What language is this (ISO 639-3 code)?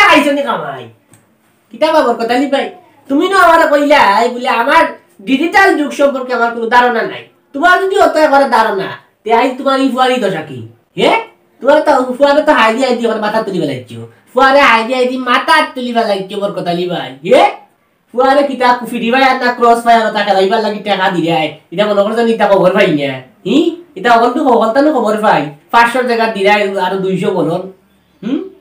syl